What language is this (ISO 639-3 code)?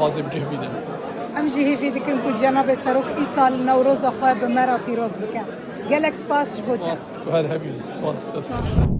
kur